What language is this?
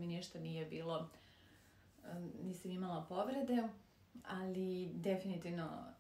Serbian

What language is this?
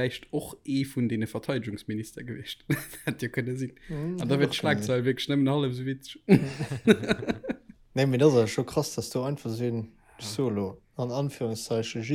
Luxembourgish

